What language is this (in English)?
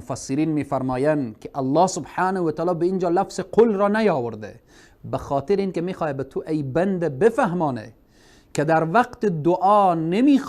Persian